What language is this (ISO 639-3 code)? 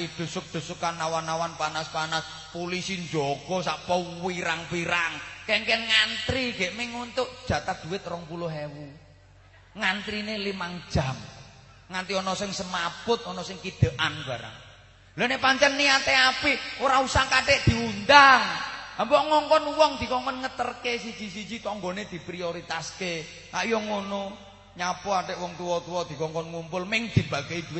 jav